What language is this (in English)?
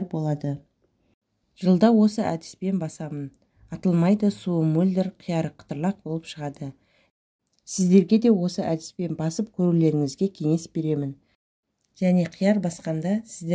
Kazakh